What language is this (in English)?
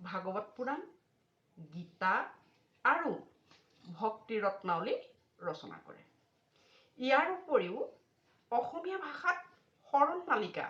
Assamese